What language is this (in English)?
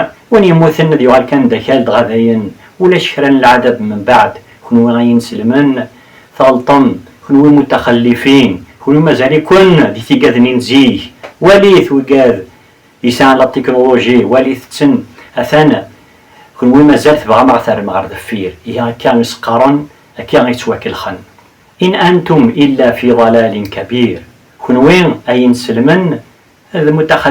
Kabyle